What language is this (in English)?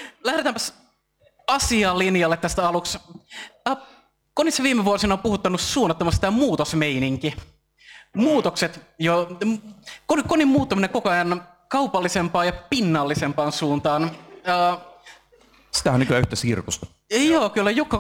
Finnish